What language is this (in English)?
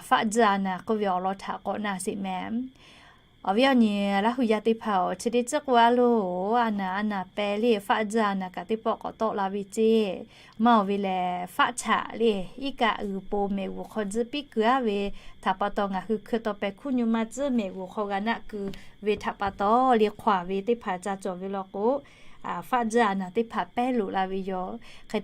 Lahu